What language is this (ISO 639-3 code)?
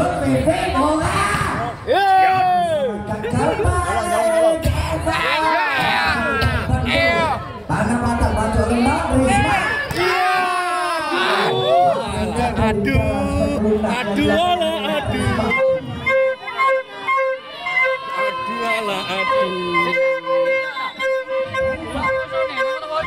ind